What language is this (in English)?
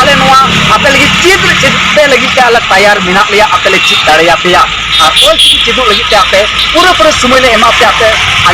Santali